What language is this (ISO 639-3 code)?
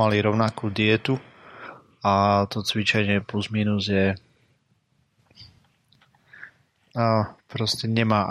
slk